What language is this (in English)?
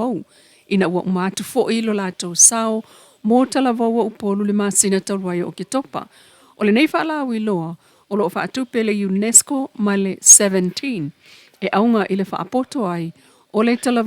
Samoan